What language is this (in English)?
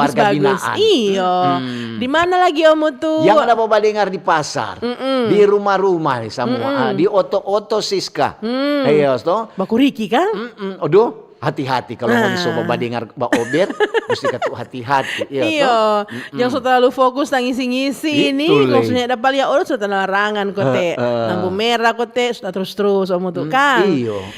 Manado Malay